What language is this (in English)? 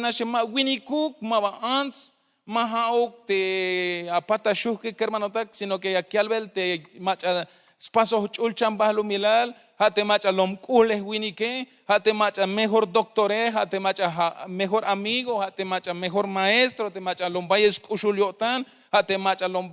Tzeltal